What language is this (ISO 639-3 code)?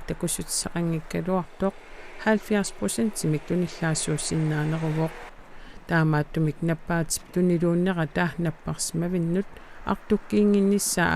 kal